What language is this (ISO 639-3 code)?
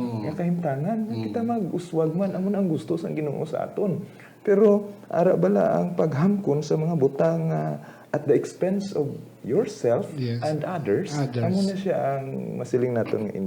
hil